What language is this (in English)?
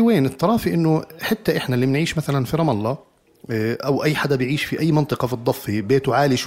North Levantine Arabic